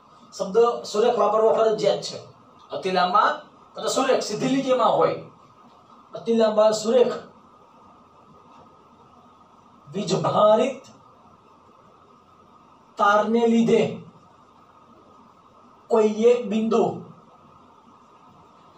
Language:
Gujarati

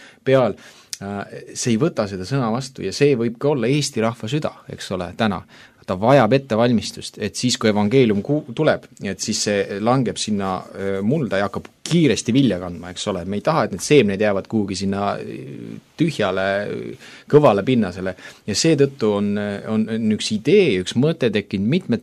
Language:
Estonian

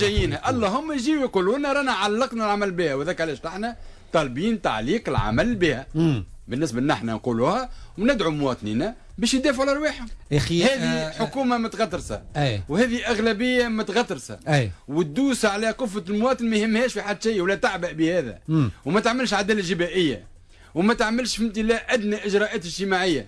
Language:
Tunisian Arabic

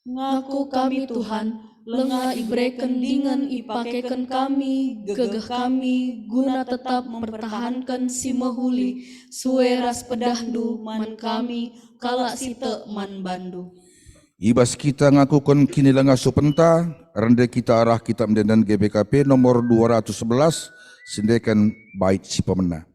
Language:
Batak Karo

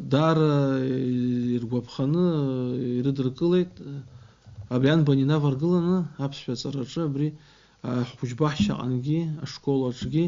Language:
Abkhazian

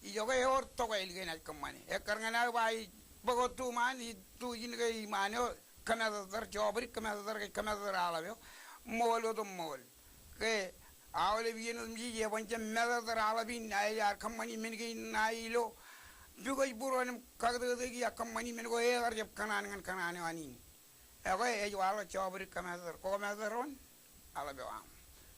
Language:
Marshallese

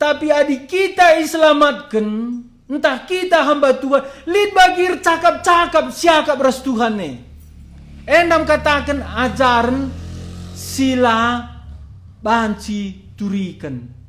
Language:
Batak Karo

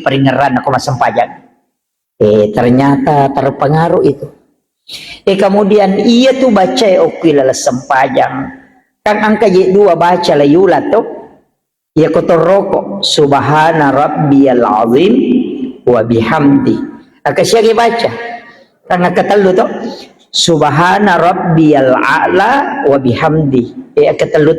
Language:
Buginese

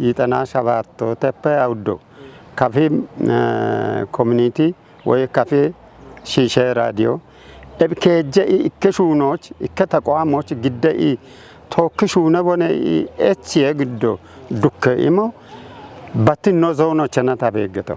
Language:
Kafa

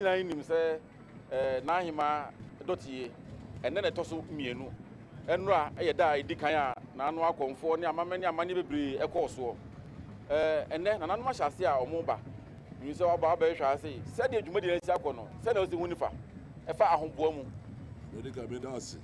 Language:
Akan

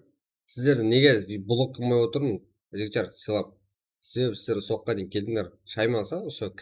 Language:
Kara-Kalpak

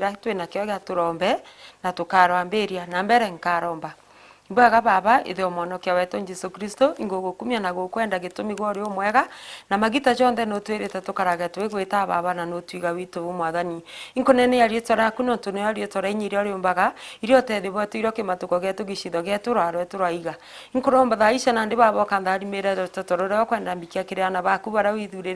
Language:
Meru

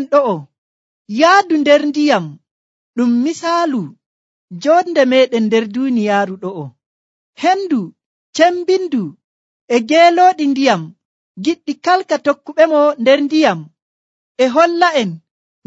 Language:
Nigerian Fulfulde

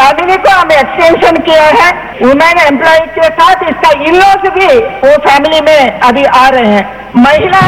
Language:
Hindi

